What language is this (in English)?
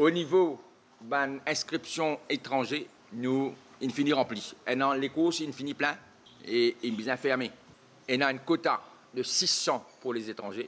Morisyen